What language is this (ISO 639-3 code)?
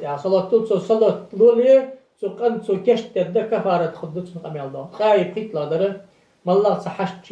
inh